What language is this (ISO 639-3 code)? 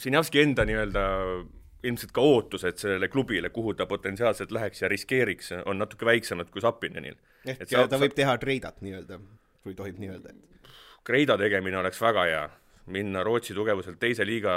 est